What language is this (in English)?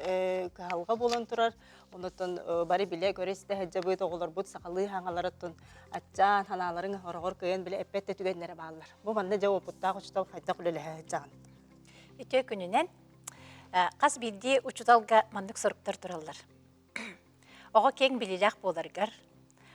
Yakut